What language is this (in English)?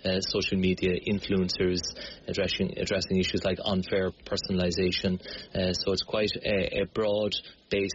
English